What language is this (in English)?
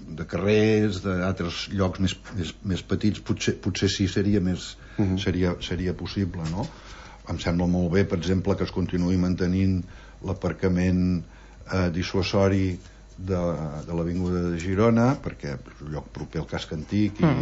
Catalan